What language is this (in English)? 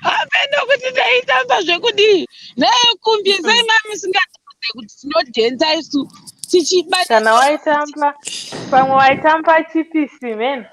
Shona